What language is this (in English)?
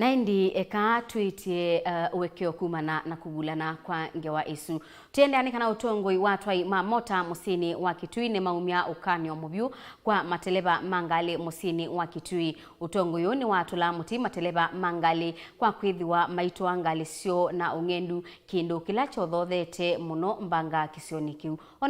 Kamba